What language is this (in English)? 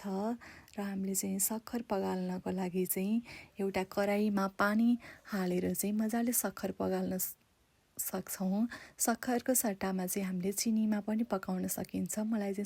Nepali